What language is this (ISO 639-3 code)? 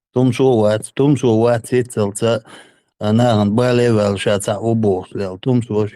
che